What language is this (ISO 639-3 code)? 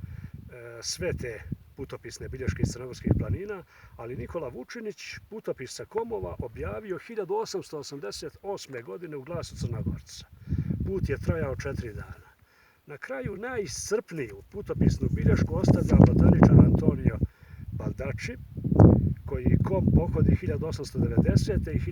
bos